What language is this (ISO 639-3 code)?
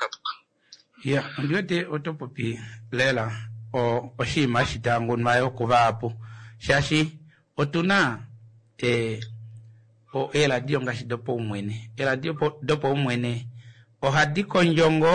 kua